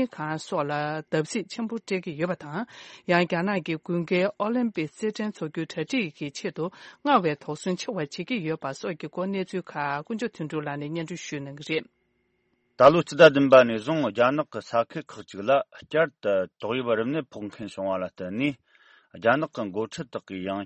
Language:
Tibetan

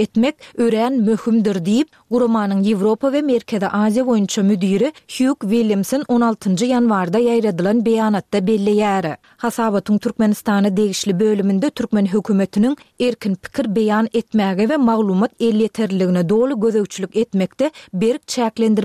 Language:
Turkmen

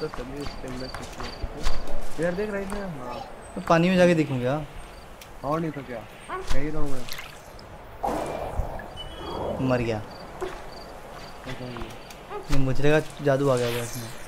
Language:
Hindi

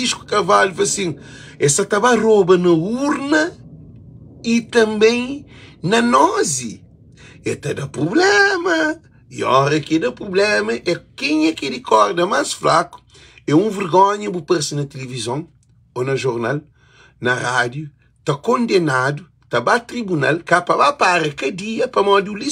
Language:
Kabuverdianu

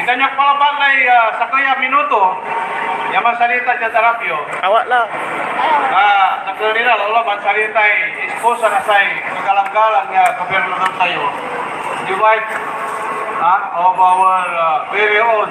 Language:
Pangasinan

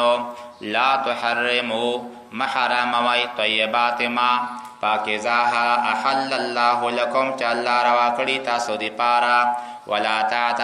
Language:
Pashto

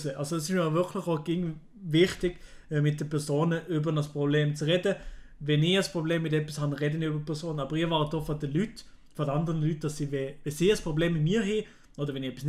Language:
Swiss German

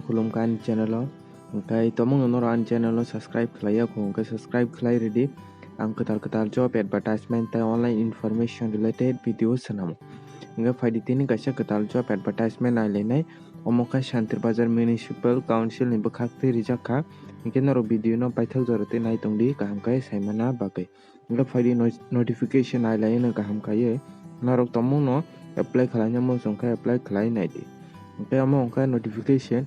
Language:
Kok Borok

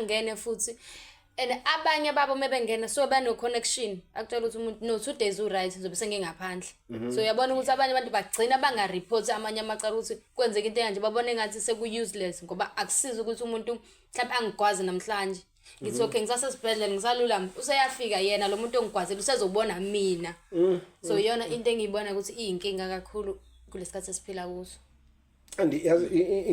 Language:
Zulu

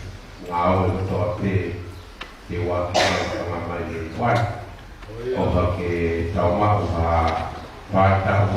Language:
Tongan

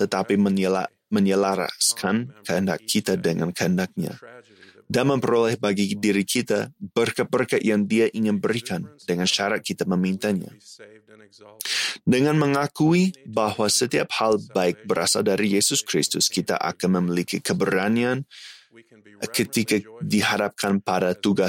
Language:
Indonesian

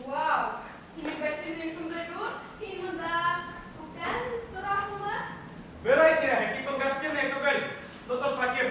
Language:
Bashkir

